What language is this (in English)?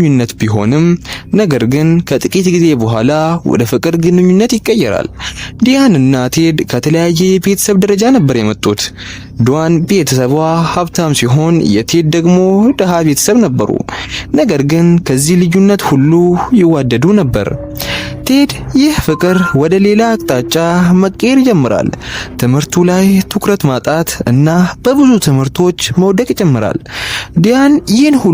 Amharic